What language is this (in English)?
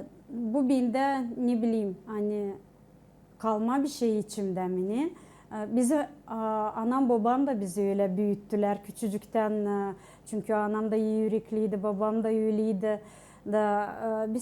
Gagauz